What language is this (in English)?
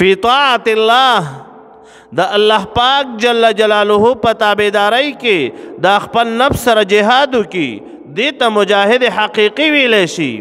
Pashto